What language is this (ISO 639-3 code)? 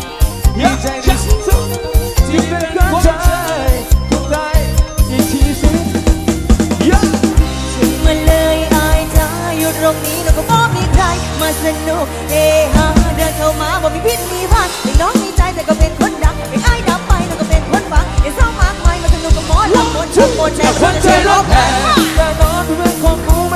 tha